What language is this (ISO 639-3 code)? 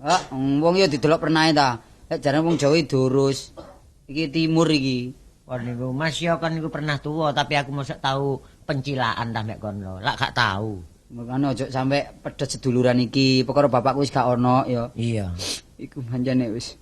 jav